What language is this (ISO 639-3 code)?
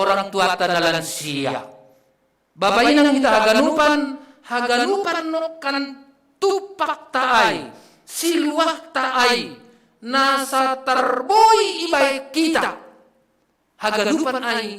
bts